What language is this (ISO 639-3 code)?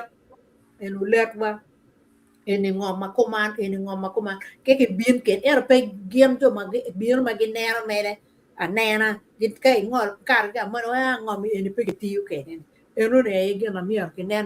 ach